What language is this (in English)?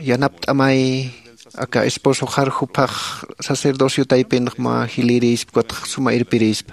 Aymara